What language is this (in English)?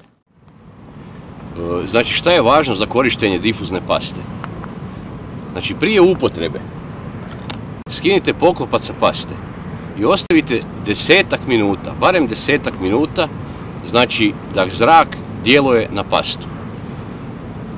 Croatian